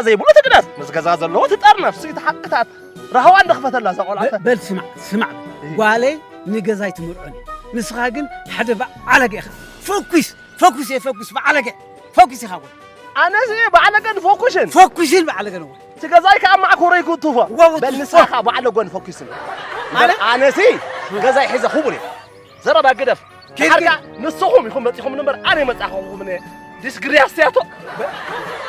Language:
Tigrinya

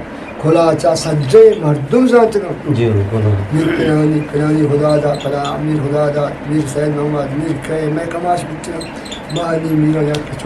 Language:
Eastern Balochi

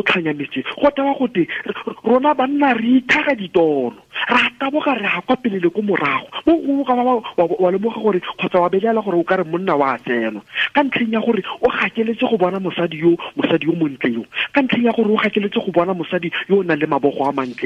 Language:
Tswana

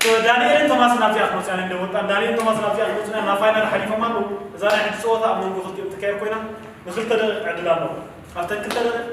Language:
Tigrinya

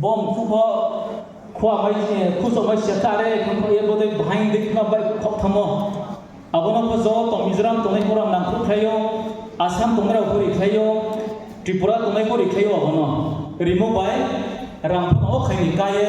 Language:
Riang (India)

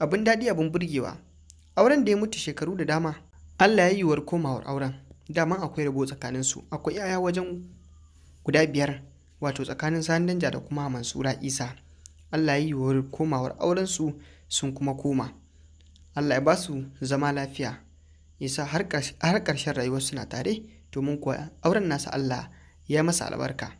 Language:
Hausa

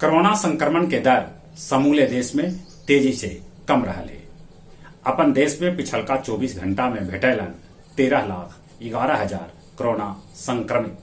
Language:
Magahi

